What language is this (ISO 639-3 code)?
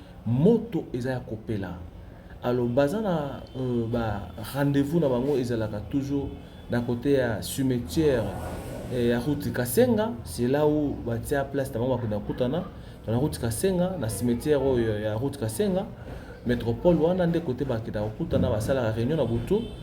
lin